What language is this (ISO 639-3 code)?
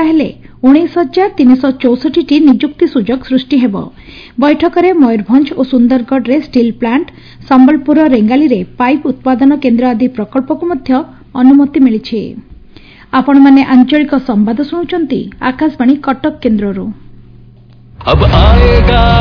ori